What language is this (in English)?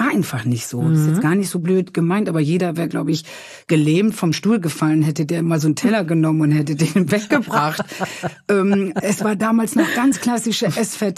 German